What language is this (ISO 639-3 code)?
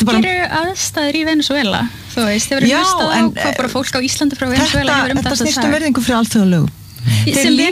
isl